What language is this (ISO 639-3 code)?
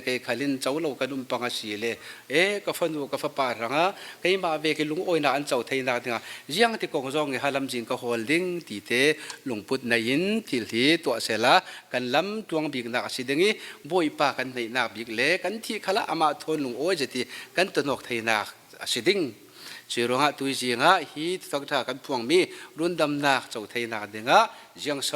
cfm